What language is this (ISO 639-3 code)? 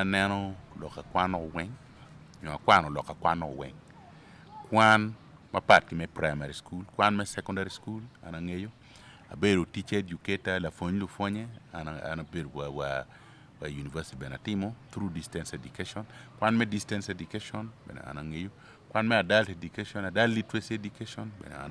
ach